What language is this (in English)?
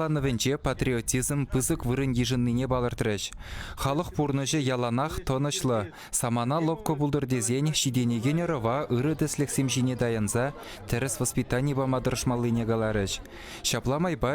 Chuvash